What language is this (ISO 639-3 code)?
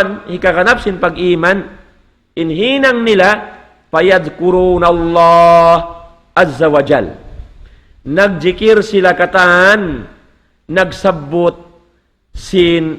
tsg